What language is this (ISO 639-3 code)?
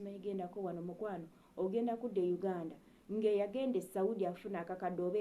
lug